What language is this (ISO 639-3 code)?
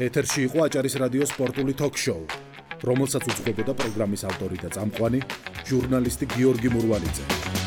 kat